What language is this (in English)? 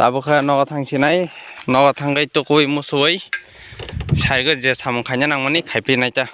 Kok Borok